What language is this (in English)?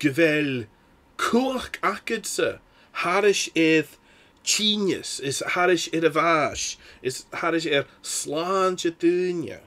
Scottish Gaelic